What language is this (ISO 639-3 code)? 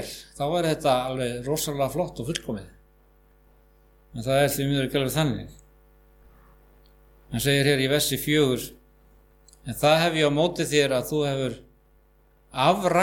isl